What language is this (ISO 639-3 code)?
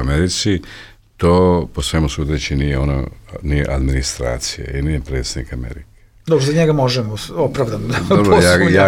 bos